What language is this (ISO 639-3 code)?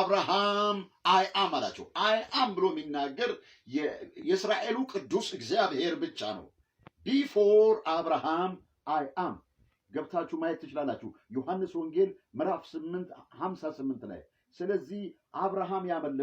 amh